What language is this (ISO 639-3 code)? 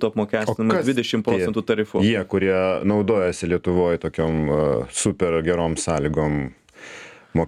lit